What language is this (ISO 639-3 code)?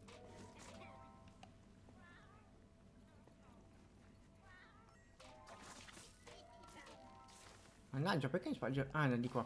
ita